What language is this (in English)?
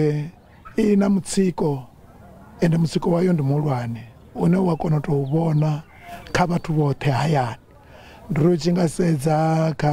Venda